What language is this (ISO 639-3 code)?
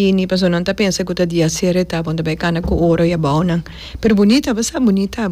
pap